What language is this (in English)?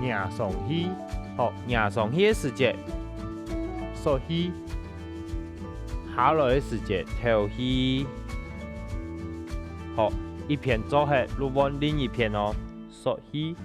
Hakka Chinese